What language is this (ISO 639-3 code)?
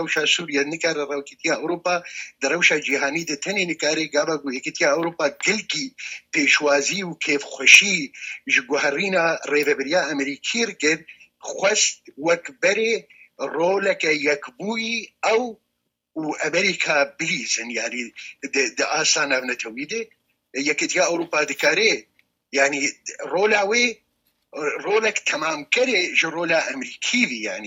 kur